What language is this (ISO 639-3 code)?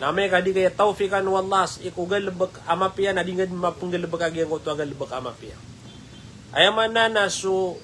mrw